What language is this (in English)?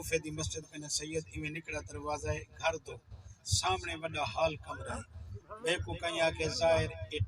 Saraiki